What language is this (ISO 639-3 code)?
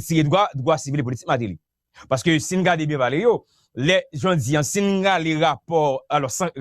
hat